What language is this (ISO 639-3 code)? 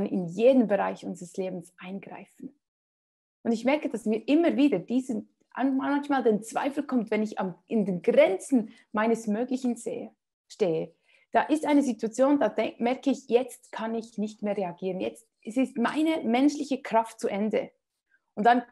gsw